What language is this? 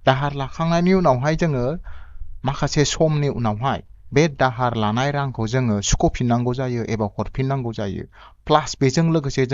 Bodo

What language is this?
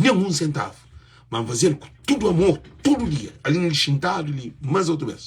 Kabuverdianu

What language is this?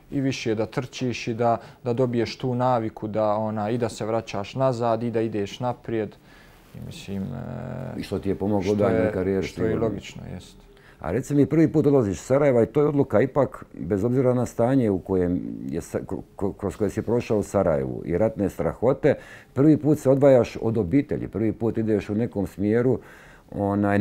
Bosnian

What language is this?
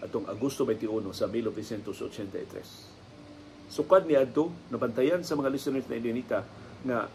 Cebuano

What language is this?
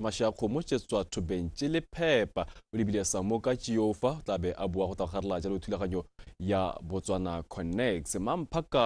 Tswana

